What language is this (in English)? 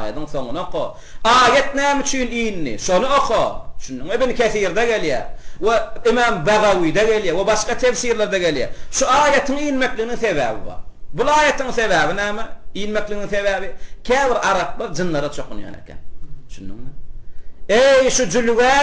Turkmen